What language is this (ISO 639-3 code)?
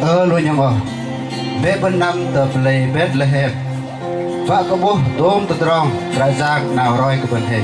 bdq